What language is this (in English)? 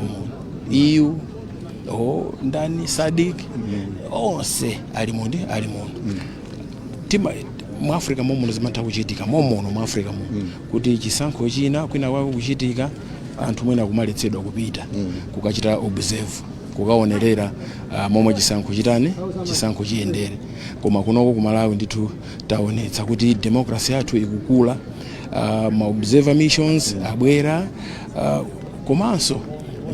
Nyanja